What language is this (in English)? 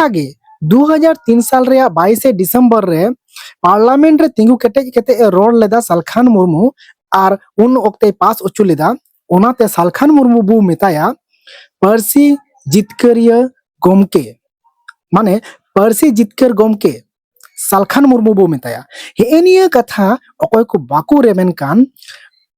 Santali